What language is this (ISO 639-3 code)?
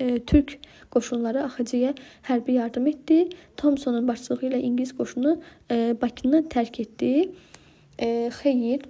aze